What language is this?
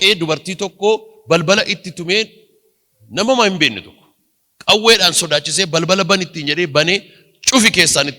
Oromo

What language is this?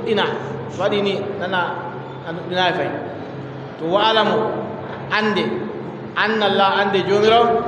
Adamawa Fulfulde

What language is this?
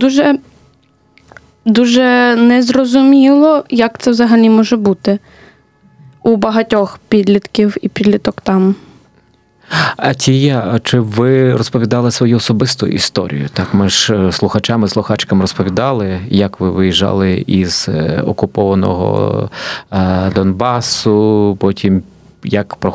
Ukrainian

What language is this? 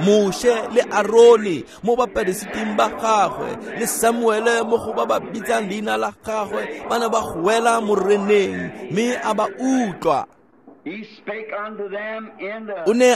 Tswana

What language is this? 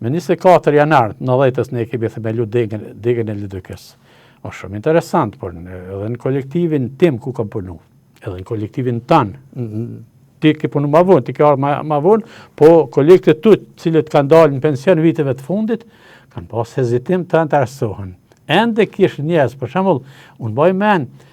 Albanian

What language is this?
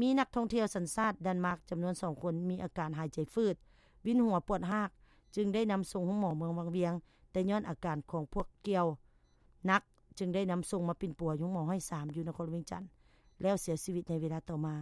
Lao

